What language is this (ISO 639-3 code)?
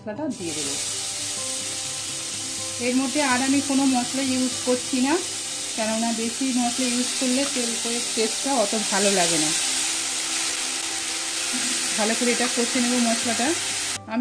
ben